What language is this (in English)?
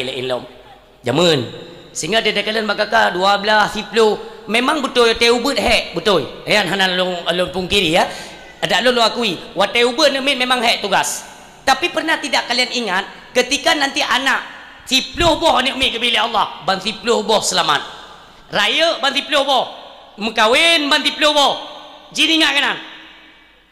Achinese